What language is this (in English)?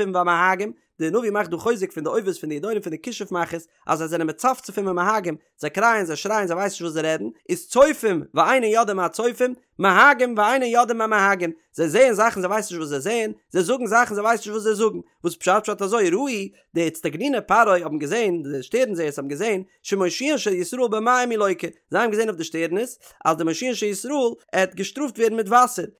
Yiddish